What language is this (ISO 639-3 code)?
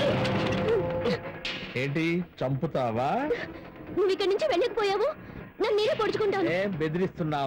tel